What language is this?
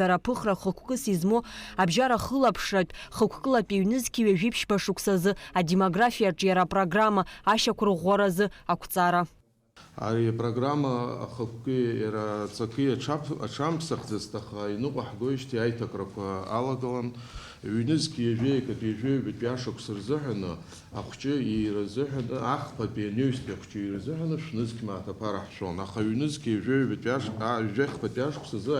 Abkhazian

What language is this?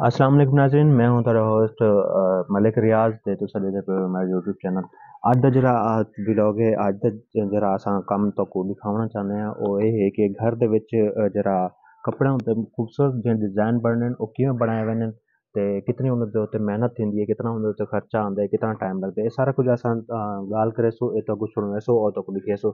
Saraiki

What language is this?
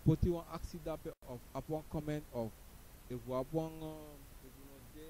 Sranan Tongo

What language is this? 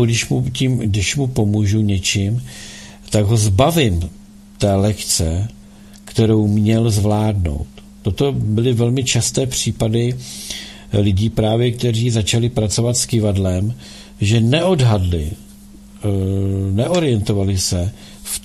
Czech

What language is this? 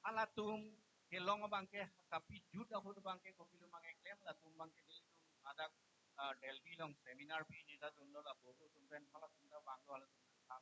Karbi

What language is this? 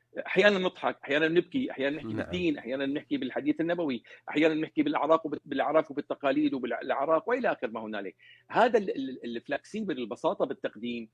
North Levantine Arabic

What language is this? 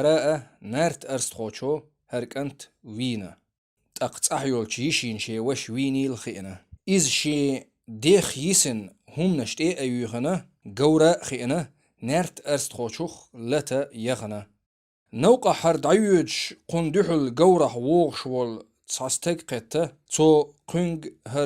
Chechen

